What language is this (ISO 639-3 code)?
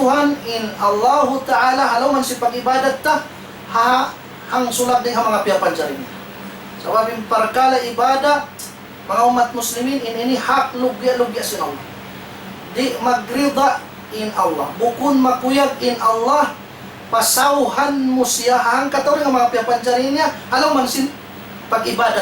tsg